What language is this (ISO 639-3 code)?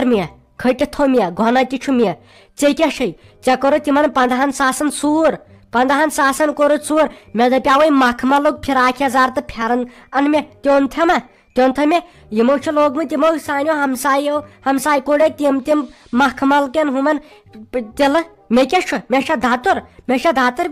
kas